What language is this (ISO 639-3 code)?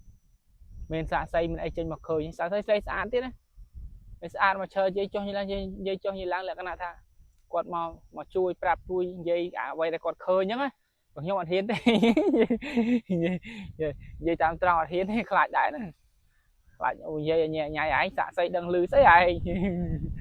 khm